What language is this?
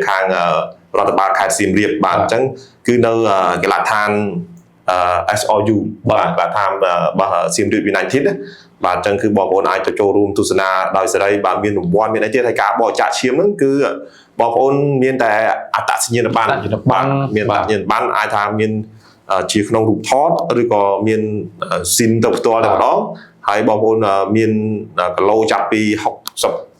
Khmer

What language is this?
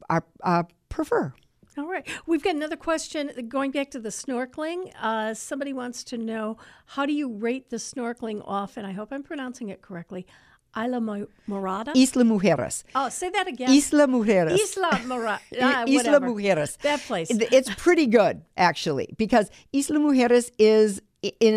English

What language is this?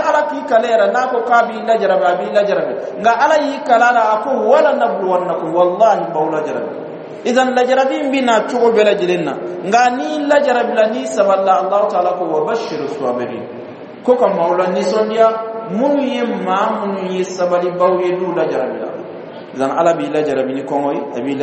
Bambara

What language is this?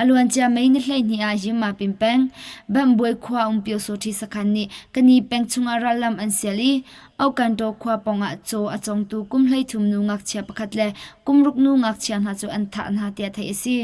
Hakha Chin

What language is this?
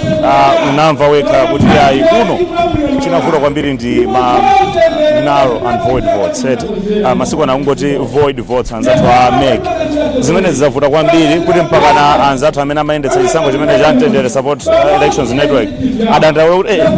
Nyanja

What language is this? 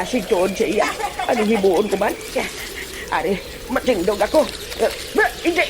Hiligaynon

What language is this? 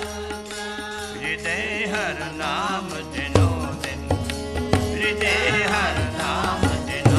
Punjabi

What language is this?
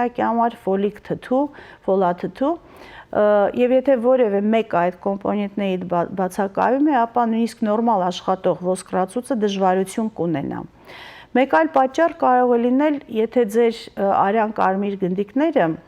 Western Armenian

